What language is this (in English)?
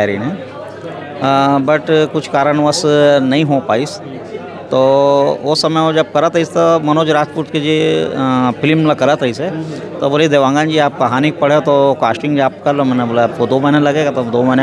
Chhattisgarhi